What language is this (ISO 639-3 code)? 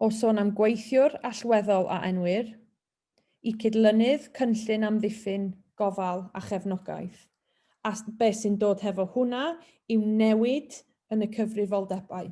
cym